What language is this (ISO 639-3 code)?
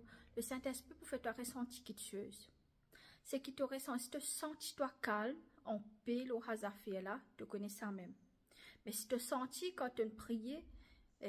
mfe